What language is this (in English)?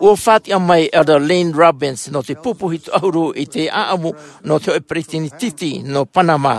Tahitian